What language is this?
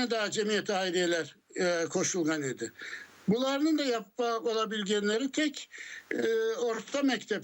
Crimean Tatar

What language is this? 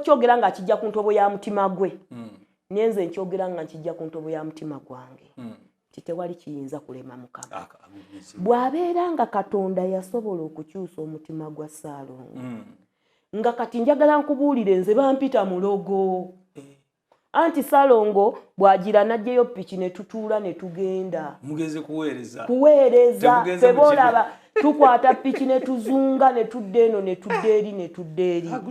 Ganda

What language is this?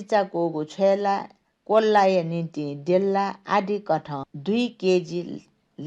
Newari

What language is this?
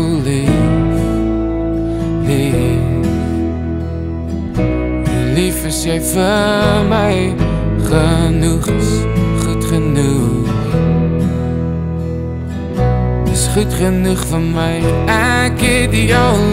Afrikaans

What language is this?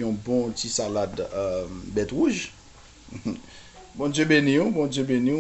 Haitian Creole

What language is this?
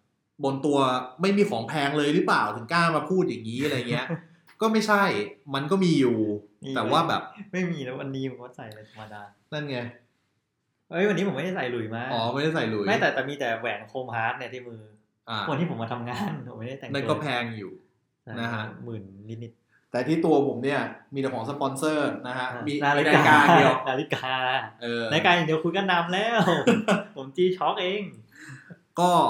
Thai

